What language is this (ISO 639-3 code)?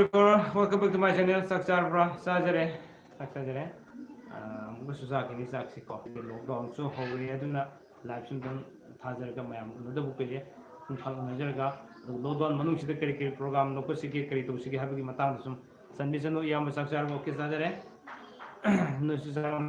mni